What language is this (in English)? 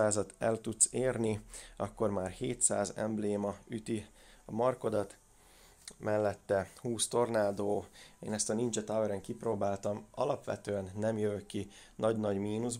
Hungarian